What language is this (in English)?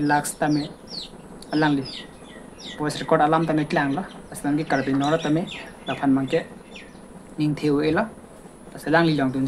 Karbi